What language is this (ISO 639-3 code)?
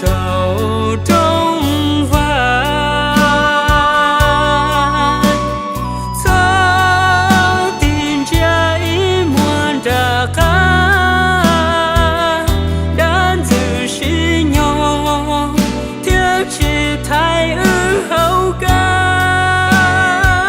hmn